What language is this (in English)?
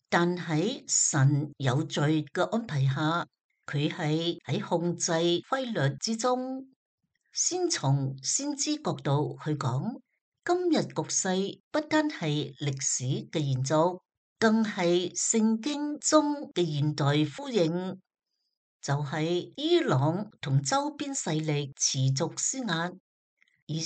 Cantonese